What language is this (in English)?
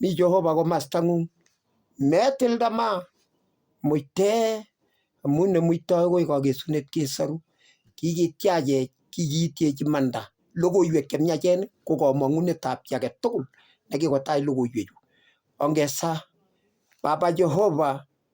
Kalenjin